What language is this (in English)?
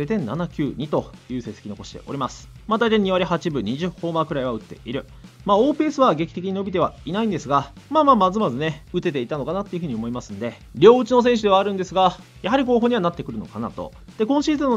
Japanese